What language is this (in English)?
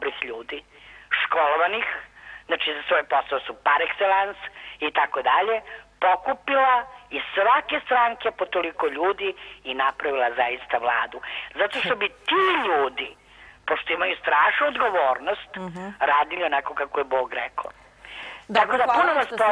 Serbian